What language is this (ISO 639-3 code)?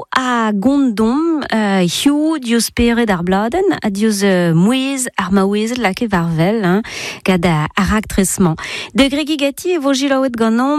bre